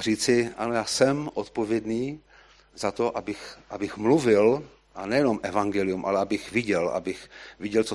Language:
Czech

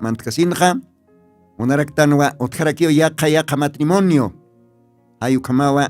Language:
Aymara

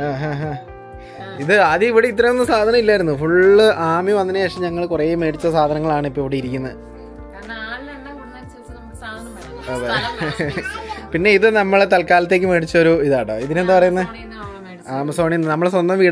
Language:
Malayalam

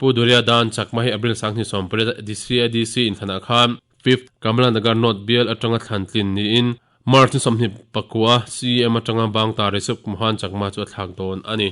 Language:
Mizo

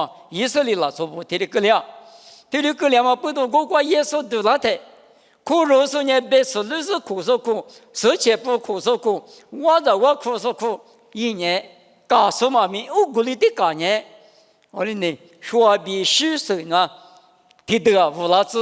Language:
Lisu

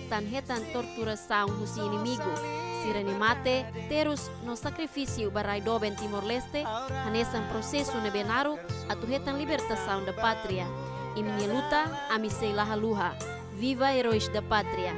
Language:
Tetum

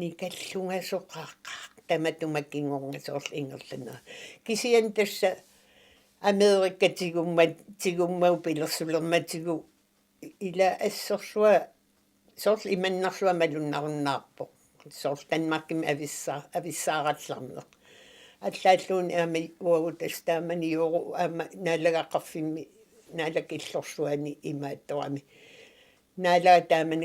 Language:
Kalaallisut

